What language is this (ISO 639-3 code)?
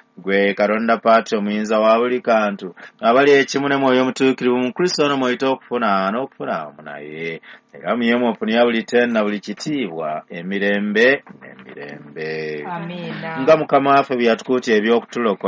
lug